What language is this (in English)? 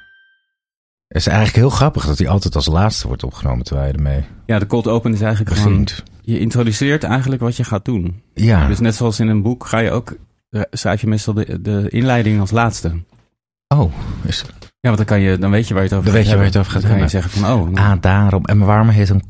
Dutch